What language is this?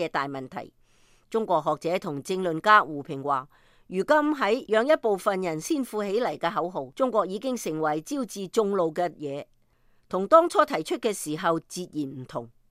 Cantonese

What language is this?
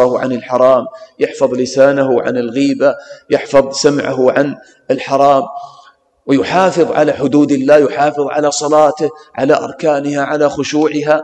Arabic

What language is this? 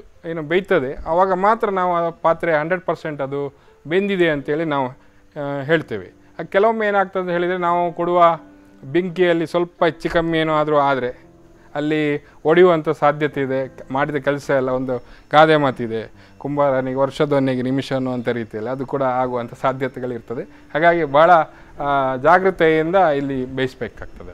Kannada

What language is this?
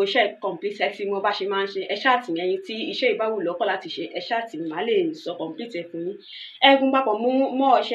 Yoruba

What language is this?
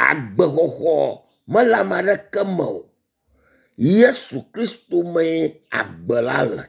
Ewe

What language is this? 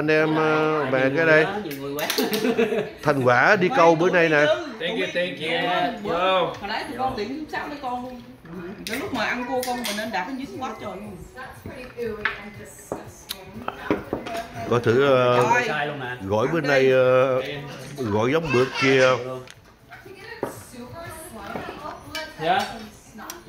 Vietnamese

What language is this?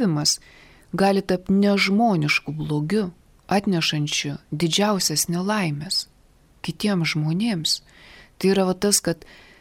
Lithuanian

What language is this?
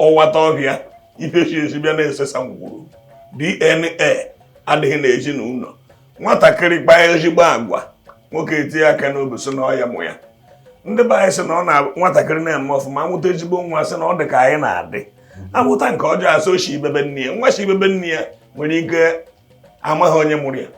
Igbo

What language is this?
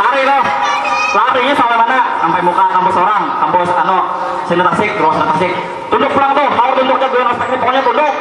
Banjar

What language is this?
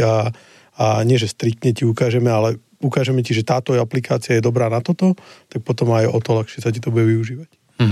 Slovak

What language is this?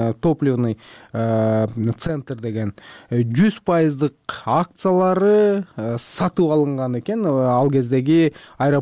Kyrgyz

